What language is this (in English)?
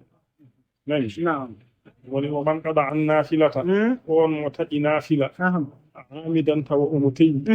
Fula